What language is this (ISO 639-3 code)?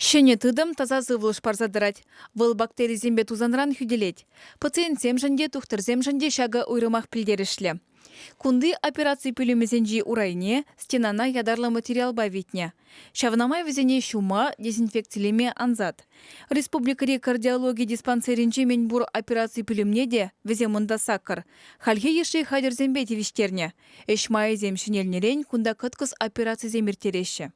chv